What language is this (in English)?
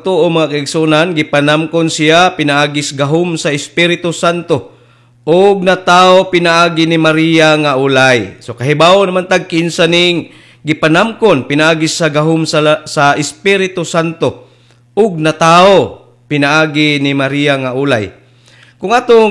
Cebuano